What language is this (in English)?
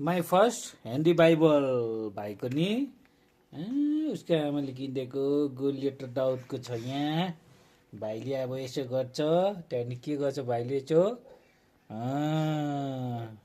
Nepali